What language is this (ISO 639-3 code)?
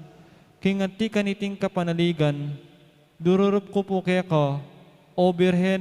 pam